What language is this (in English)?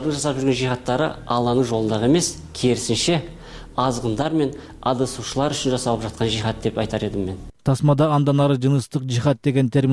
Kyrgyz